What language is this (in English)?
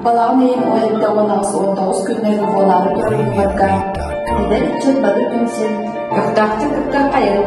Yakut